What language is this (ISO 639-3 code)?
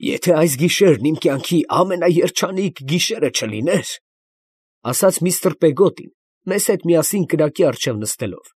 hye